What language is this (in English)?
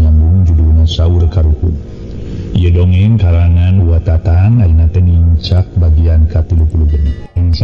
Sundanese